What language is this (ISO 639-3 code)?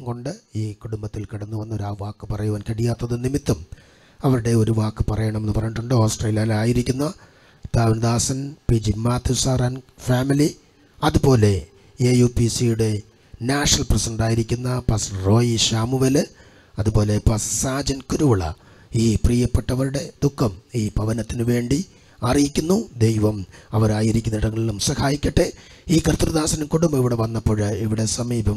mal